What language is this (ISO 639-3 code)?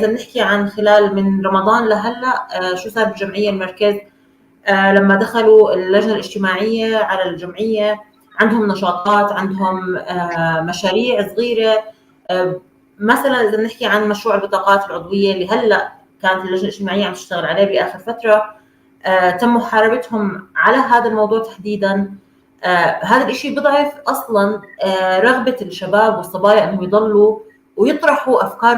apc